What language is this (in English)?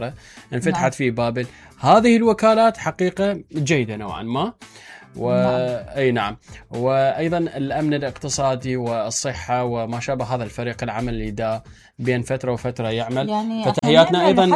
Mesopotamian Arabic